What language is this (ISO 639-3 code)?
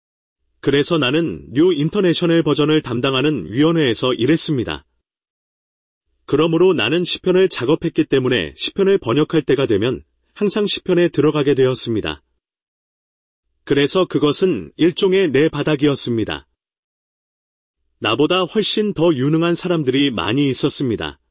kor